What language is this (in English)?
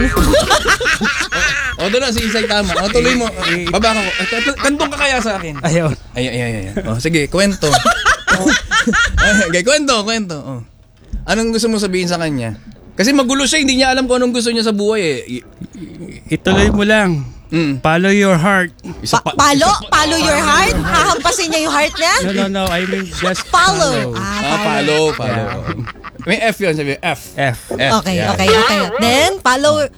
Filipino